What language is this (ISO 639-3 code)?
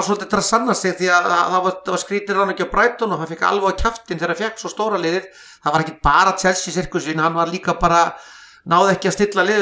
isl